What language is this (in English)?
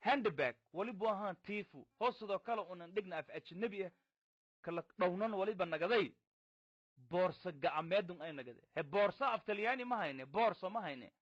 Somali